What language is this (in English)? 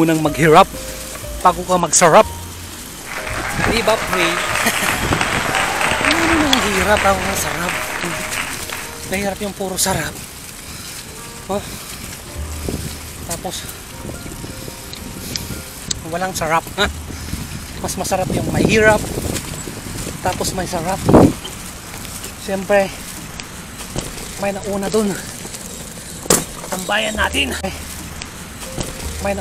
Filipino